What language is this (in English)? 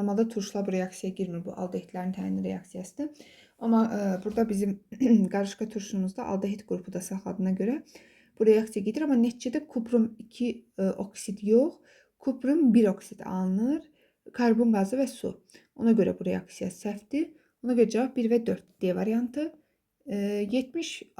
Azerbaijani